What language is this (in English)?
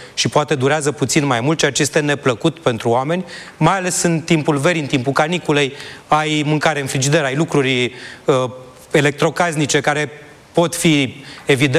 Romanian